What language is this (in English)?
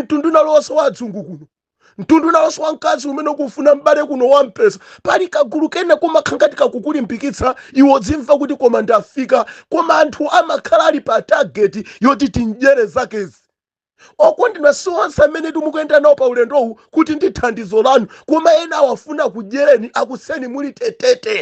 Nyanja